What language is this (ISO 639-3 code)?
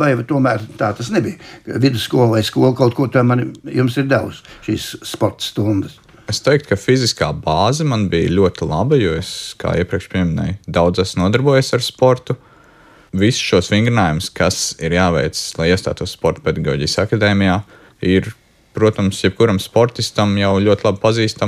lav